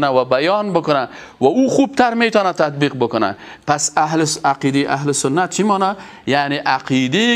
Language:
Persian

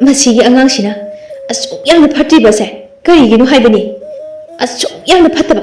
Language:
Manipuri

